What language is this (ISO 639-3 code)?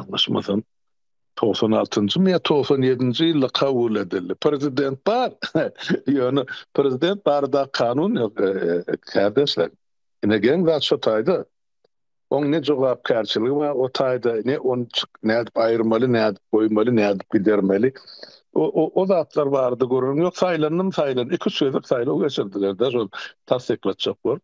tuk